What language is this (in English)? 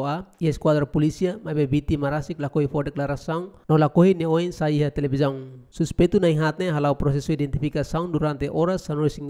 Tetum